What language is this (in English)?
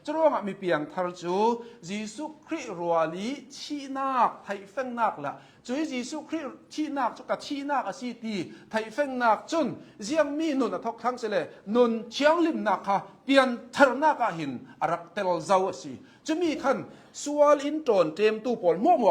Hakha Chin